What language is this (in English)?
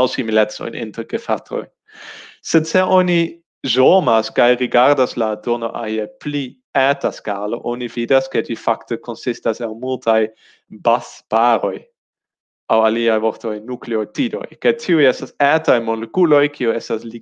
Esperanto